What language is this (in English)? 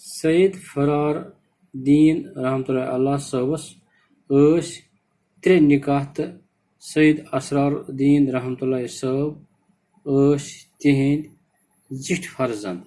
Kashmiri